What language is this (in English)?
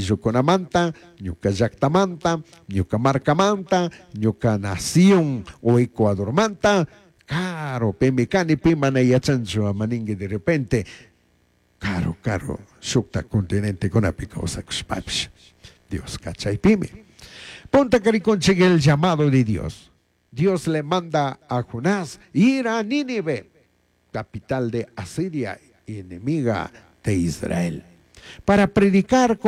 Chimborazo Highland Quichua